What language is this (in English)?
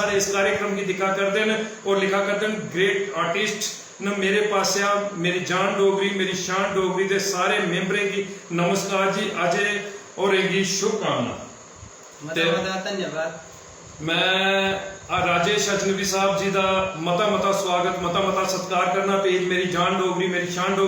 Dogri